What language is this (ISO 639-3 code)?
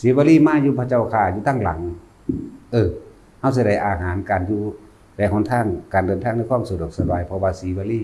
lao